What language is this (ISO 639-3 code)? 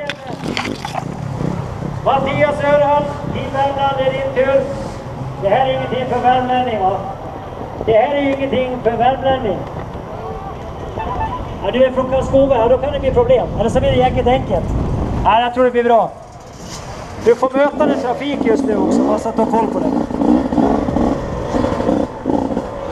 swe